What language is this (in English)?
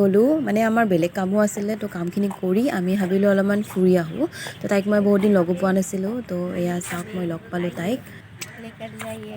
Assamese